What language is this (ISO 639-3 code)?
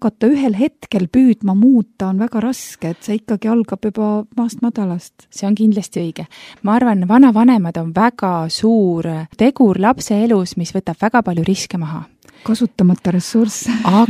est